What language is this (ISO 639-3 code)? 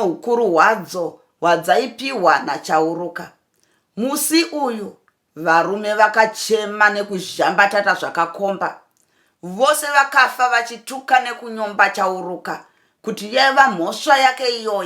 sna